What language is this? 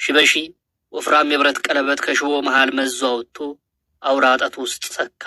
Amharic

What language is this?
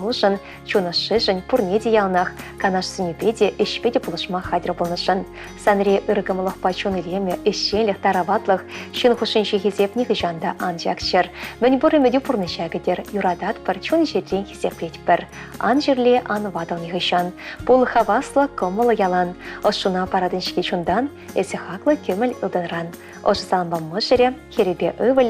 Chuvash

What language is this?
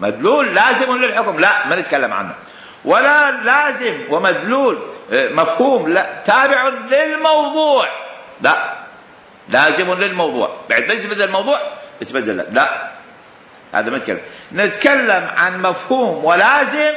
Mesopotamian Arabic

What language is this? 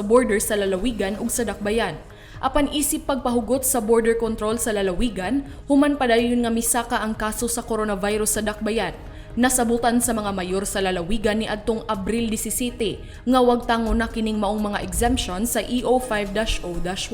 Cebuano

